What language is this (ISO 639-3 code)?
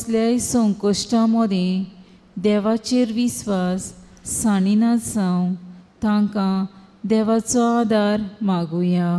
kok